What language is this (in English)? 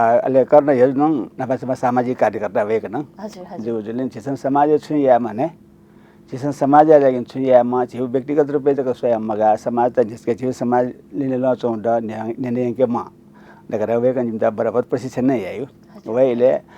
Newari